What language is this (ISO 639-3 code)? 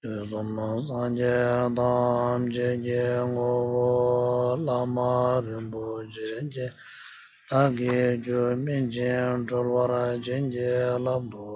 bod